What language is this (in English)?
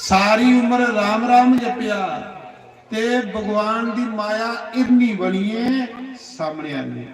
Dogri